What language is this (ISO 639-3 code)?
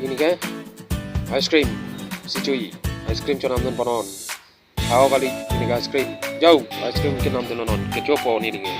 mjw